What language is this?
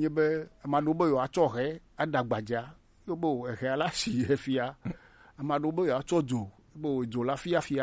Gen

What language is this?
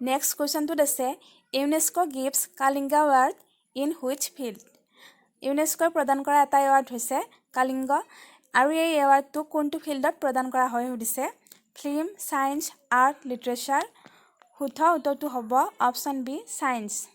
Assamese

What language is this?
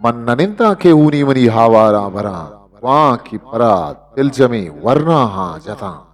Eastern Balochi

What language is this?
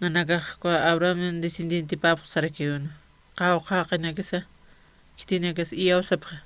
Aymara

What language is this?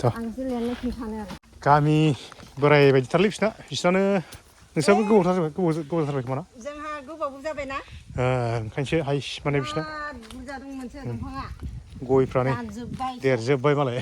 Bodo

